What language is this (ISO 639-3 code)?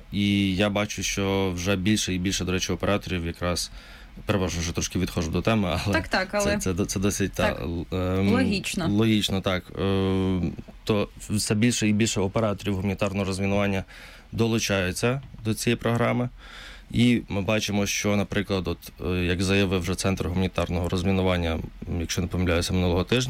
ukr